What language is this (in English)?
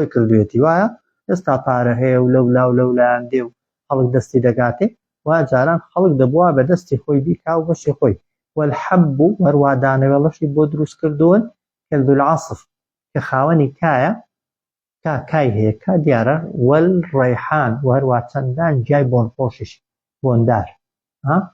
Central Kurdish